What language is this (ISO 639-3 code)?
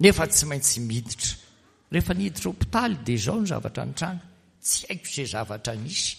mlg